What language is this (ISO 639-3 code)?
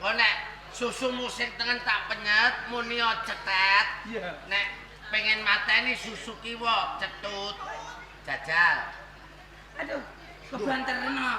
jav